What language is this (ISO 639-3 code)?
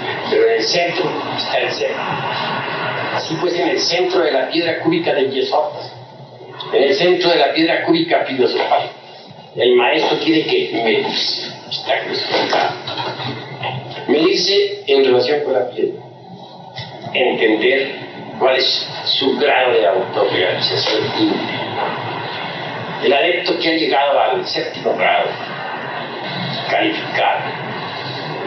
spa